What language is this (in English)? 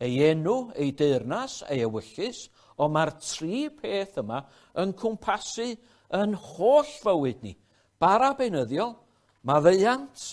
Welsh